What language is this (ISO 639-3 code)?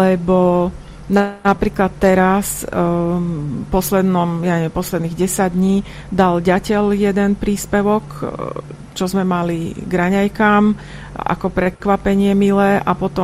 slk